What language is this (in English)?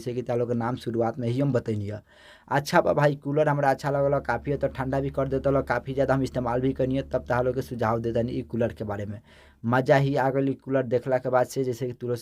Bhojpuri